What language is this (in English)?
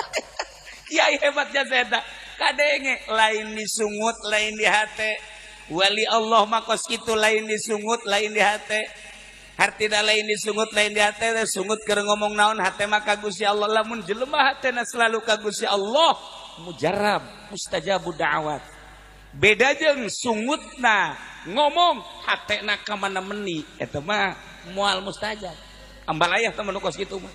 Sundanese